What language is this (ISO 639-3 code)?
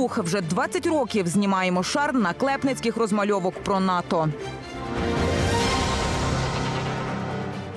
ukr